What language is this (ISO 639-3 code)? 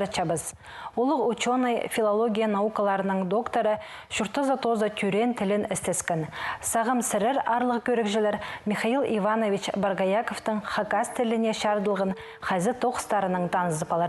kjh